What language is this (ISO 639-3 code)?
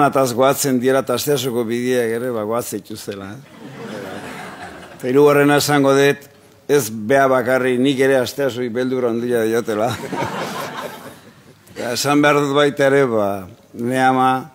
eus